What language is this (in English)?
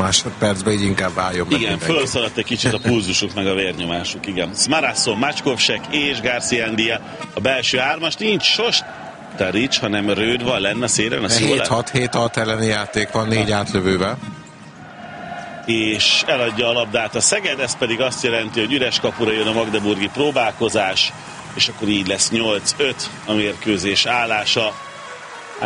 Hungarian